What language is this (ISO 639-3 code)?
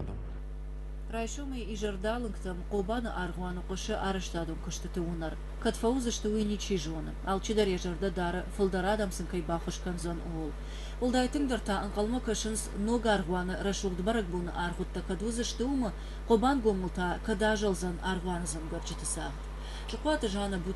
oss